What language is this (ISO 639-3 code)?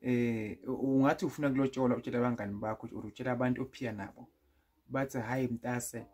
zul